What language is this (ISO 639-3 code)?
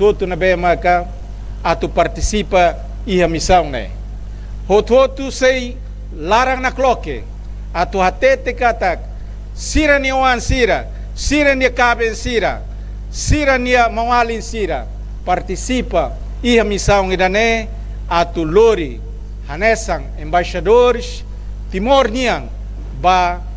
tet